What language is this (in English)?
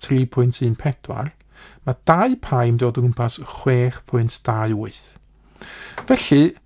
Welsh